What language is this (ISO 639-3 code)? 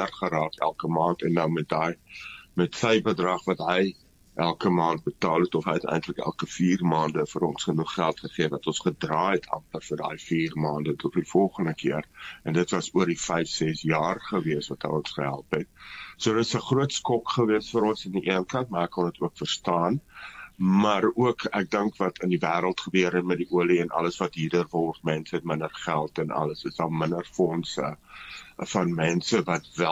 afr